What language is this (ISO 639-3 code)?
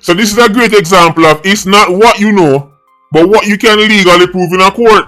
jam